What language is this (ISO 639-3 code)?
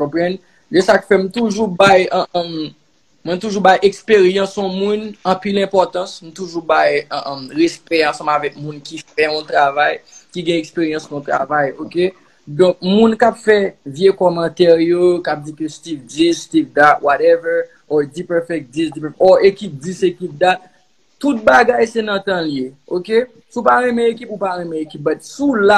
hat